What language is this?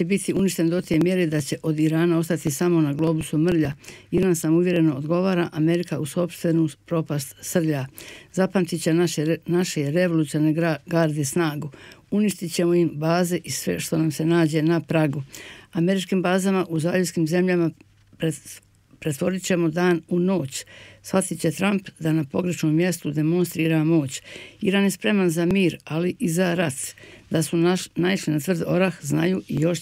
Bosnian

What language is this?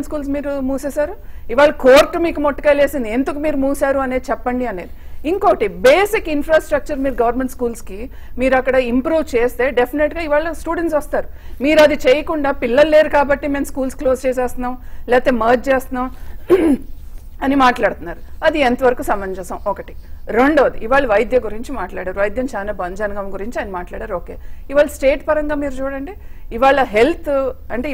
Telugu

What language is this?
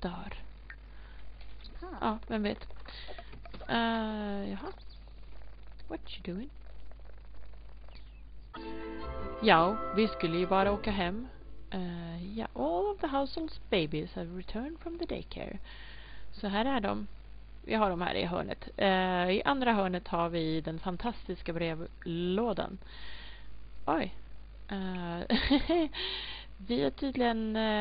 Swedish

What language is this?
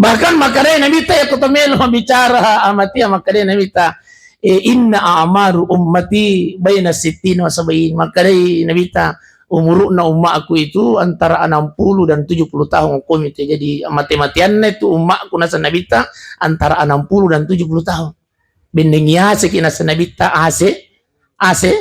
Buginese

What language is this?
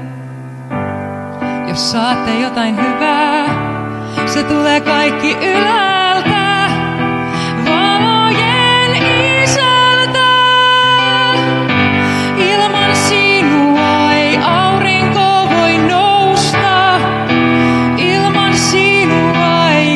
Finnish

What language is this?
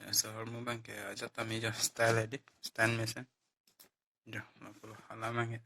Karbi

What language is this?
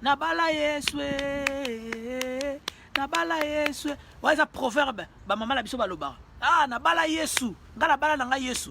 Lingala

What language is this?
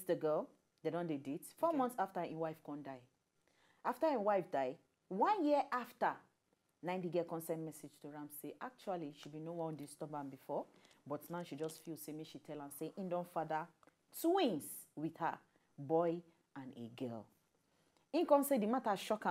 Nigerian Pidgin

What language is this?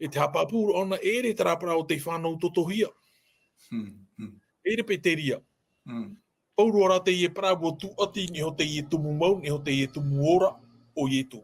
Tahitian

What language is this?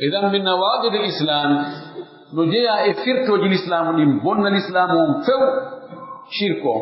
Pular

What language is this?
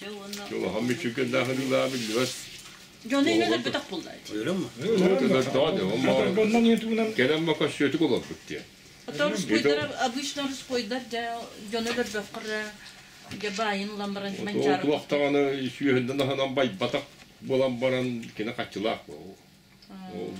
Yakut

